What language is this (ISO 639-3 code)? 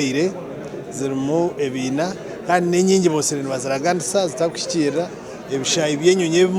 nyn